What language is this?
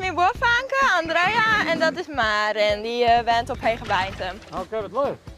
Western Frisian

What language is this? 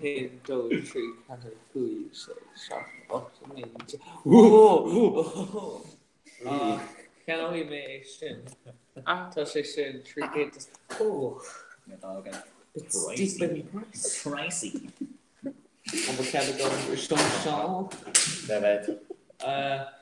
Irish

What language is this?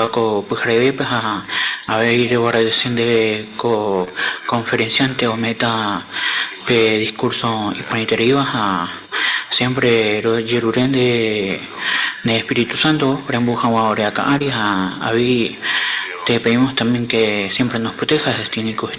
Guarani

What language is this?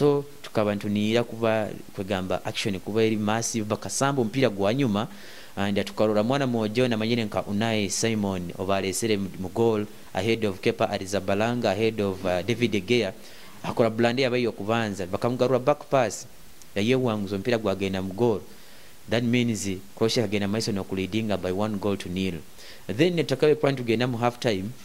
Nyoro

